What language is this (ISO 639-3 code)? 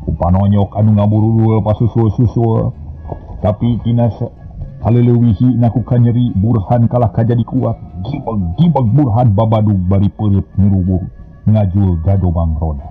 sun